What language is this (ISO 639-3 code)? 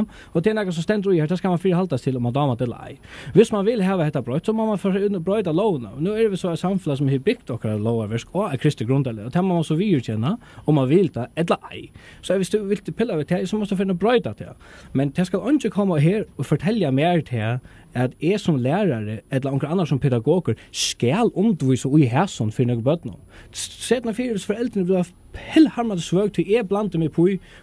fao